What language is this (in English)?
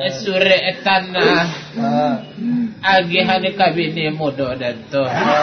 Minangkabau